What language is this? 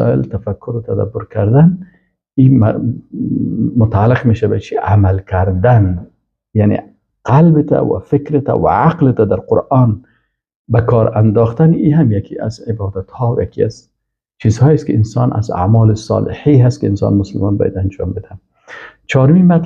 Persian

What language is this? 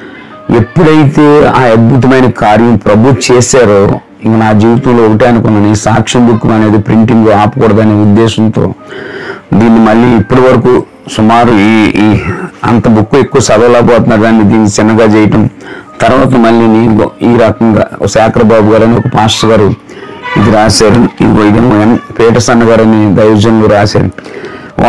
Telugu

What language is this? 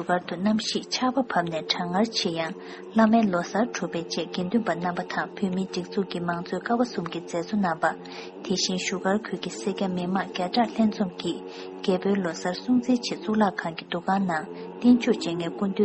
Tibetan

